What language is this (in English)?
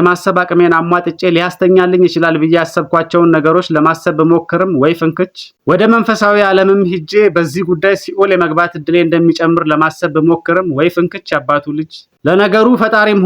Amharic